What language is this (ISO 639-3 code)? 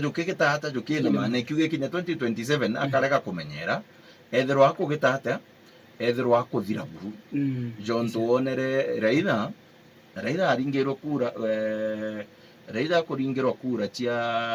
mer